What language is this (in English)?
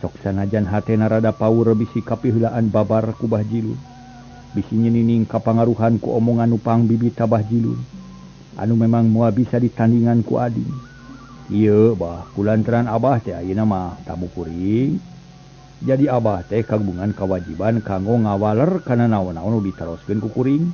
Sundanese